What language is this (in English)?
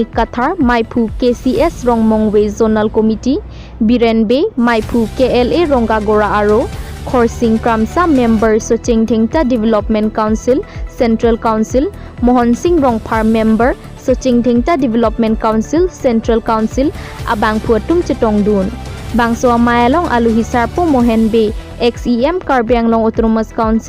Karbi